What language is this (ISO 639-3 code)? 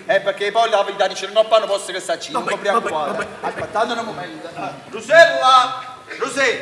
nap